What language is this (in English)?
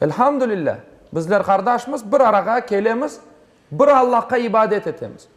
Crimean Tatar